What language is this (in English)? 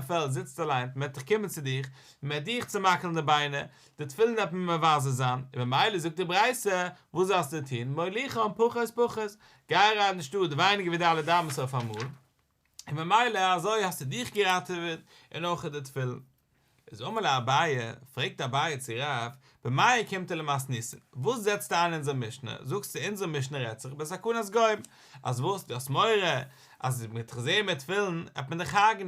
Yiddish